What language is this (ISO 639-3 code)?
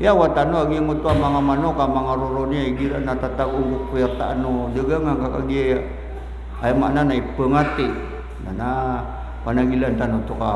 mrw